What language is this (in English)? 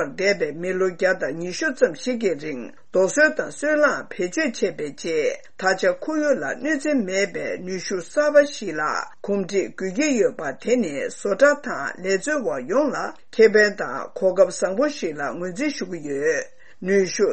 Tibetan